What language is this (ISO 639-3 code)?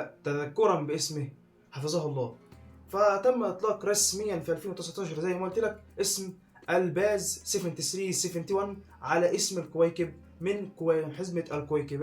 arz